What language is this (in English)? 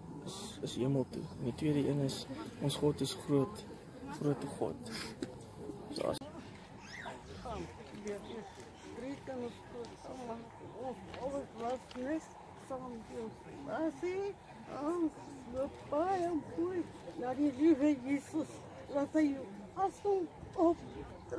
Afrikaans